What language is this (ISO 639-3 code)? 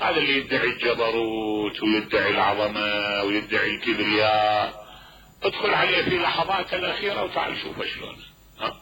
acm